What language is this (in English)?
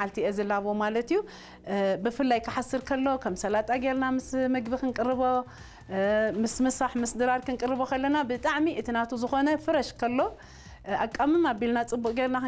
Tigrinya